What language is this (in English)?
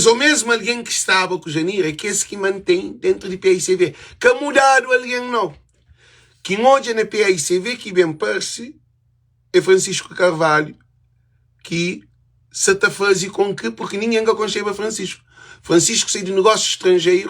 Kabuverdianu